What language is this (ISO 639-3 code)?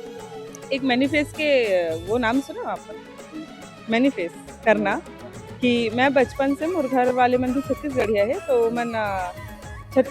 hne